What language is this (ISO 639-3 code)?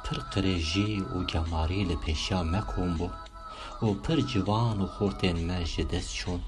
kur